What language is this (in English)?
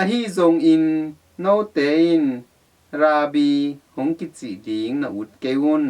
Tedim Chin